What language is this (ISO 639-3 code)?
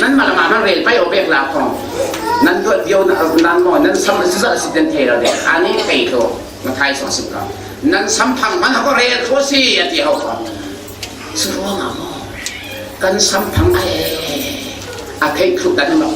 cfm